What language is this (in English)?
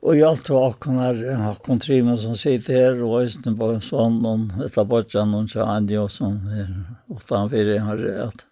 Faroese